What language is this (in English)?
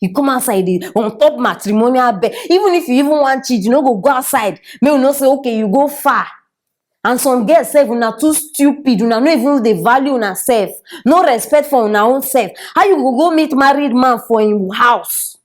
Nigerian Pidgin